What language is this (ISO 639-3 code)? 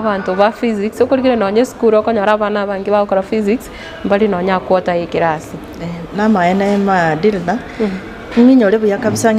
guz